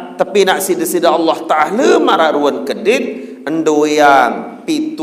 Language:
Sasak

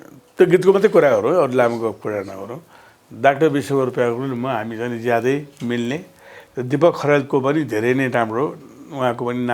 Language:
Nepali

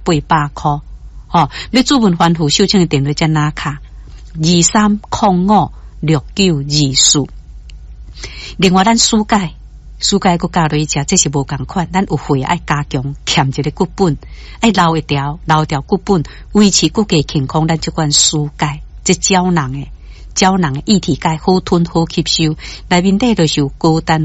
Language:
Min Nan Chinese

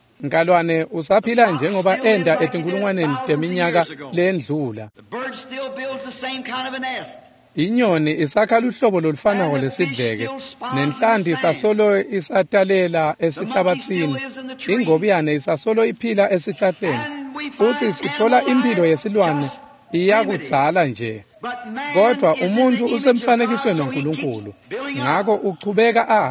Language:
Swati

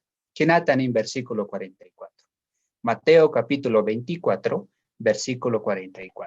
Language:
South Bolivian Quechua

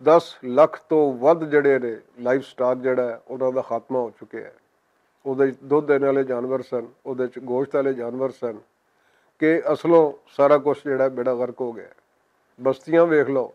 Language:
Western Panjabi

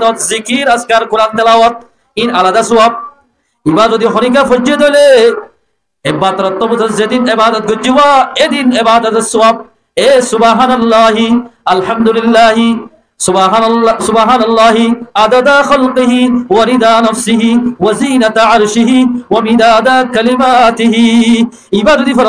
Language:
Rohingya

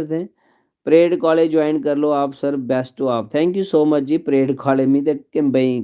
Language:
Dogri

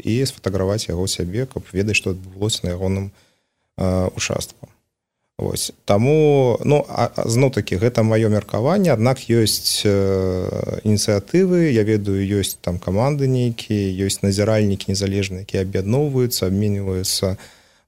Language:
Belarusian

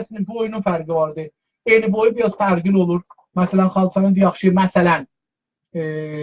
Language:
South Azerbaijani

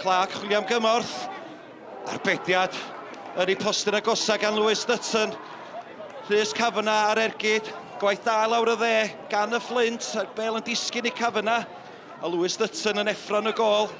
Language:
Welsh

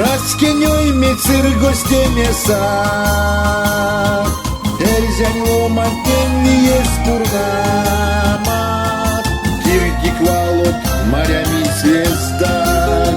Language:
Erzya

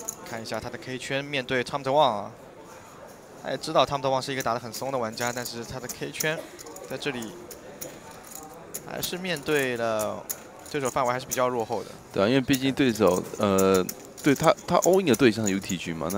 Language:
Chinese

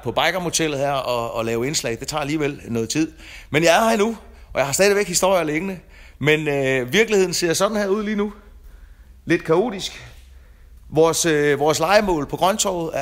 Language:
Danish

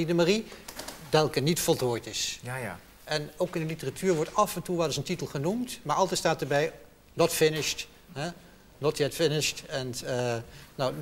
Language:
Dutch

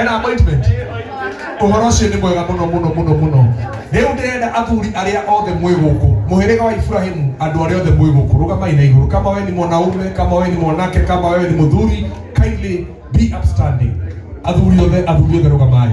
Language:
Kikuyu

